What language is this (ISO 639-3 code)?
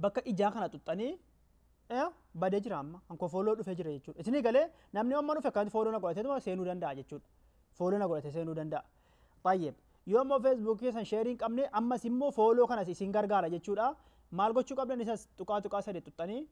orm